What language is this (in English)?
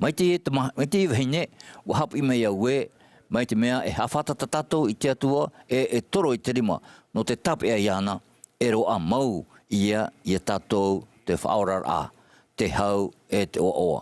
Tahitian